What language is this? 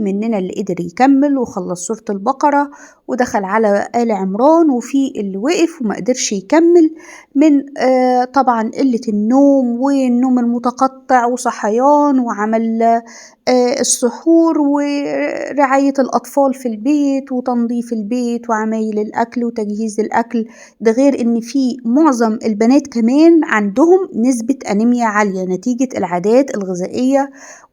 Egyptian Arabic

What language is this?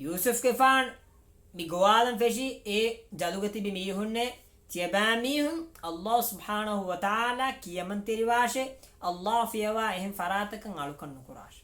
Divehi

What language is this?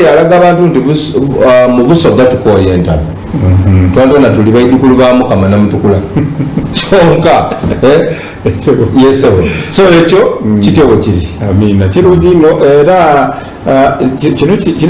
Soga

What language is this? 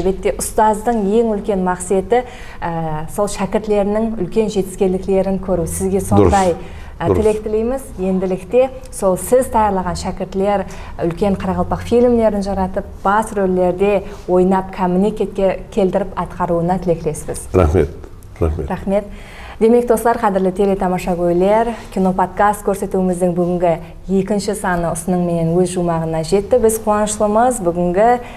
Kara-Kalpak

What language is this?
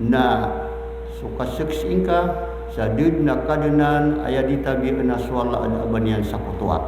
Maranao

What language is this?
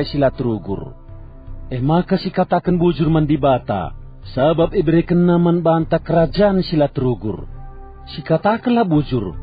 Batak Karo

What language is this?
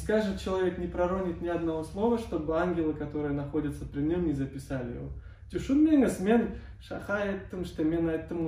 Crimean Tatar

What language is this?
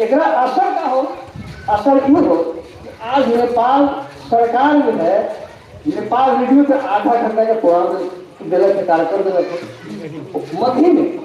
Magahi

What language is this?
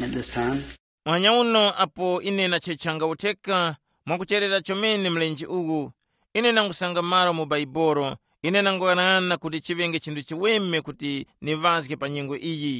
Tumbuka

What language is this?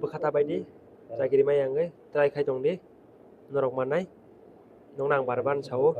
Kok Borok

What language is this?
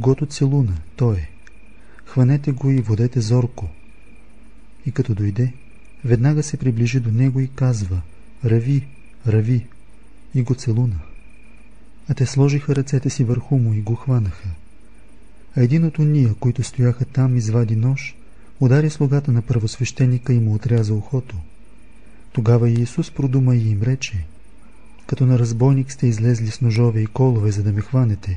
Bulgarian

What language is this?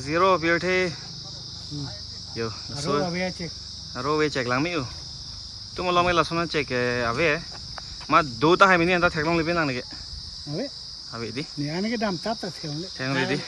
Karbi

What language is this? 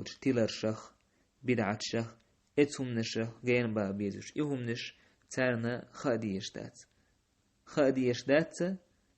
Chechen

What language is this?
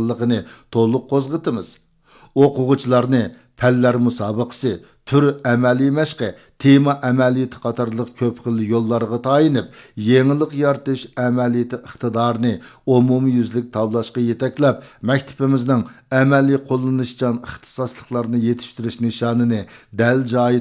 Uyghur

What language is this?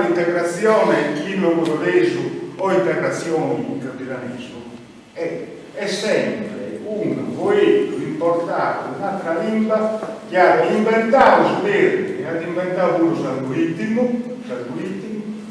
Sardinian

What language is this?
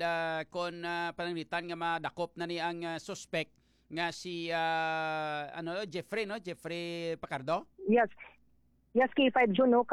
Hiligaynon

